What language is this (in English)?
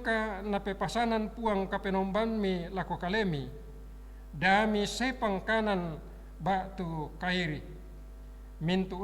Toraja-Sa'dan